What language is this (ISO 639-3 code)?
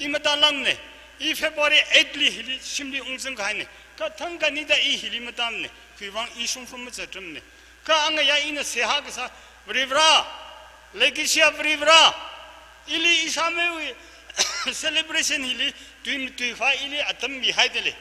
nmf